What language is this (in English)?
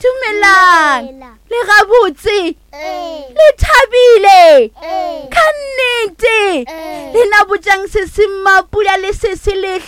Northern Sotho